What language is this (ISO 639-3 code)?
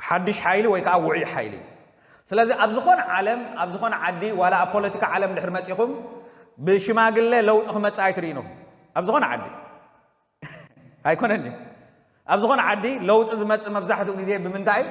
tir